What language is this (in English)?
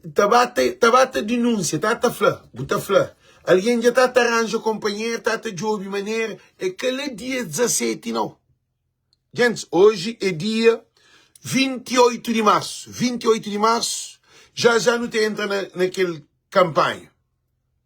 Kabuverdianu